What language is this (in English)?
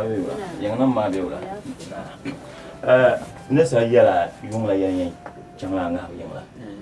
Dagbani